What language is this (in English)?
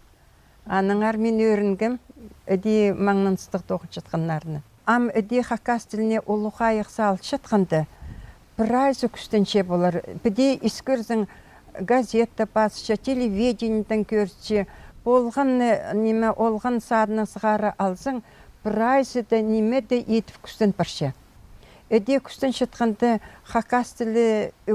Khakas